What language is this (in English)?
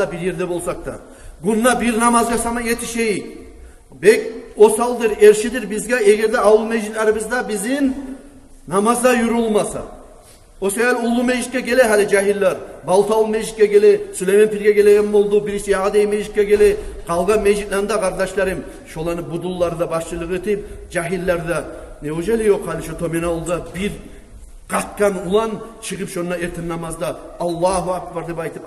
Kumyk